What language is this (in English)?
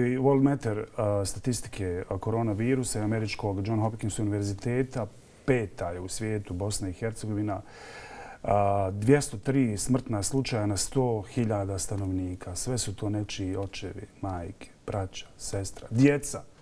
Bosnian